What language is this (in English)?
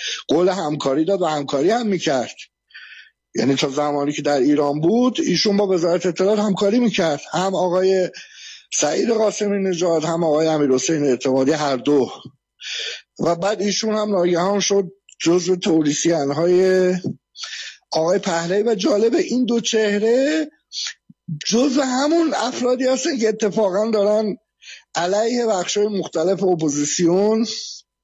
Persian